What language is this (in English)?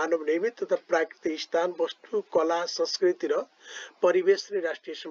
Nepali